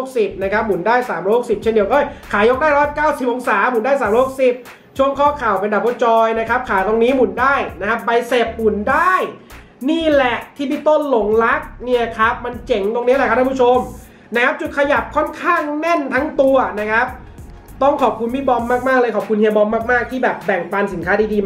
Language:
Thai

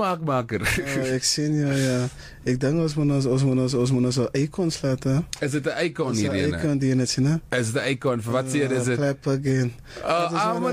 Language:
Afrikaans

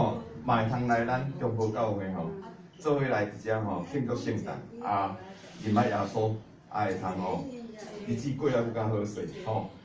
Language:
Min Nan Chinese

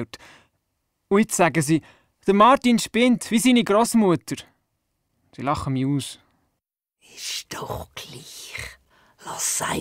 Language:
Swiss German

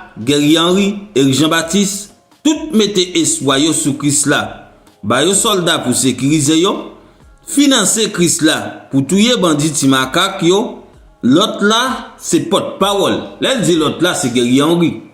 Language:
Haitian Creole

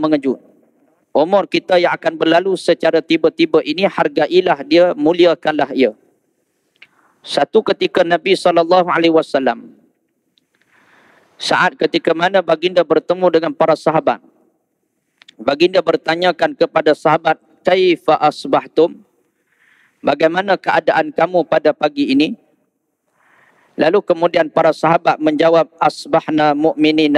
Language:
Malay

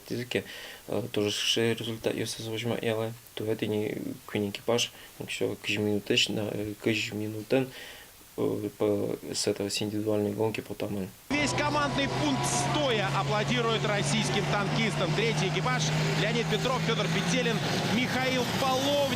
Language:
Udmurt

